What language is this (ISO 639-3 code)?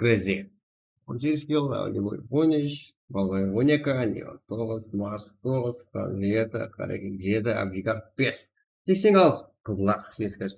kaa